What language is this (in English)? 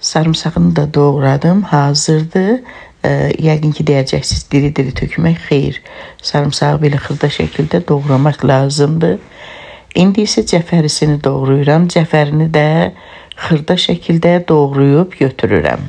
Azerbaijani